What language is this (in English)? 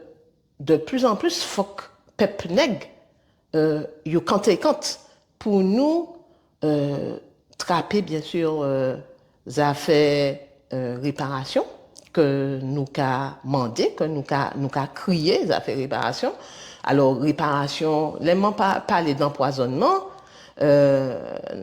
Guadeloupean Creole French